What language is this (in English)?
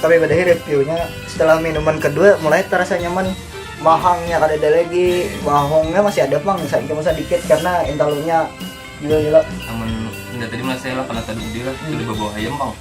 Banjar